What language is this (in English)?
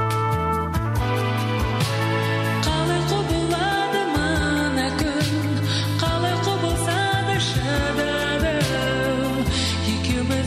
Kazakh